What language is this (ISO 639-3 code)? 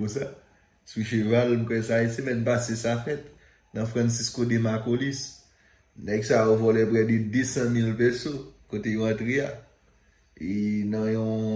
hat